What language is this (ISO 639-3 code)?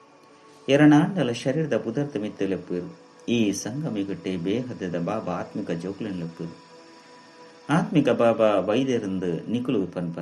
tcy